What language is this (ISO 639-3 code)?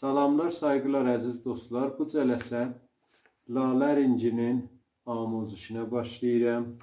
azb